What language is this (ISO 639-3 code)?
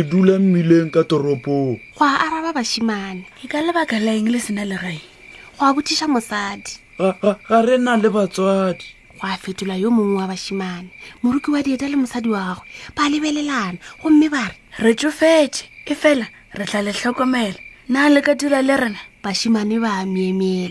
nso